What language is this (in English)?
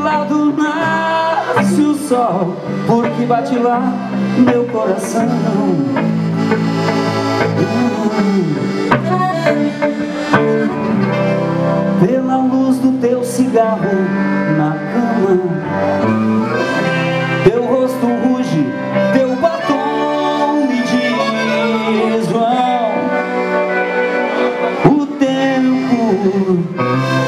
Portuguese